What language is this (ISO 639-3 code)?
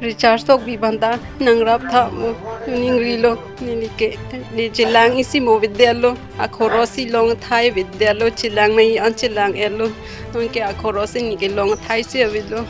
mjw